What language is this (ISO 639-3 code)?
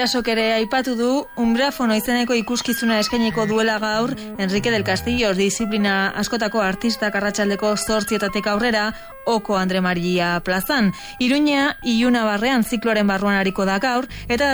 eus